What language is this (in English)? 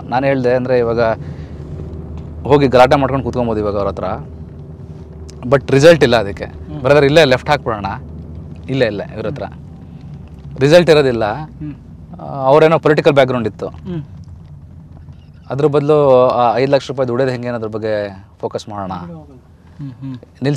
Kannada